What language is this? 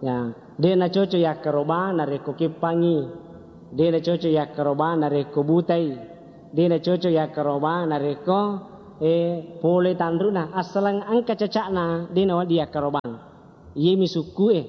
Buginese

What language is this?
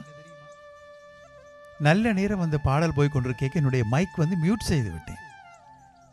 Tamil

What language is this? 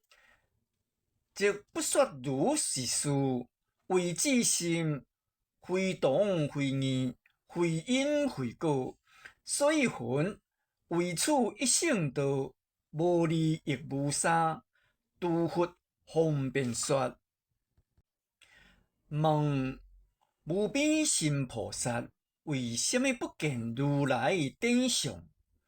Min Nan Chinese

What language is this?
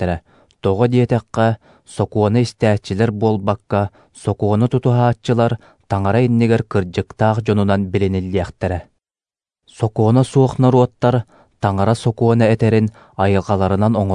Yakut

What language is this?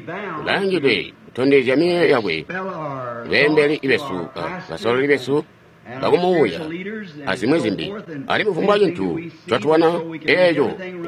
Tonga (Zambia)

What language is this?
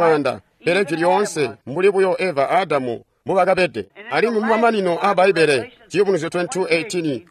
Tonga (Zambia)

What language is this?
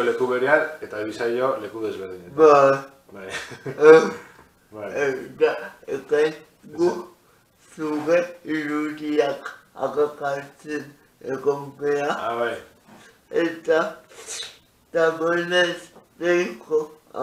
Basque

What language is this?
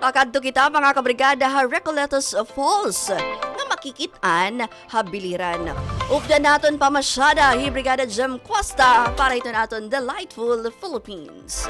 Waray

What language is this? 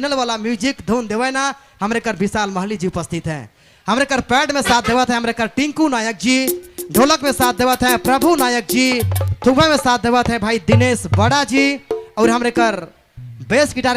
Sadri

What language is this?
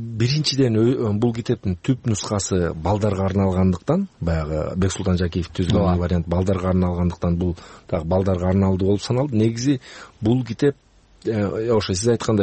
Kyrgyz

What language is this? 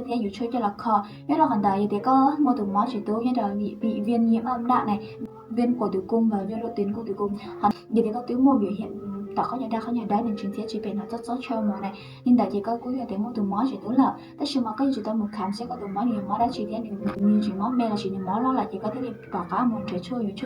Hmong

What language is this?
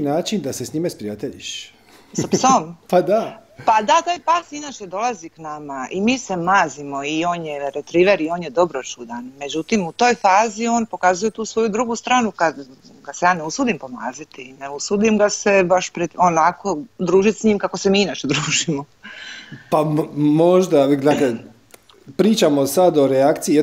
Croatian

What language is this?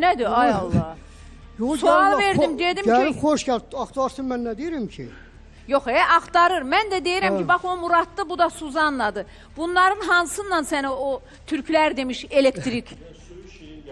Azerbaijani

